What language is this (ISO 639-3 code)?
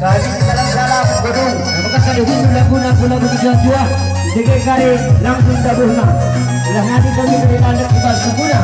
btx